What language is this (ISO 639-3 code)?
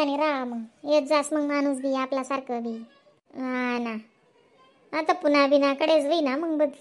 khn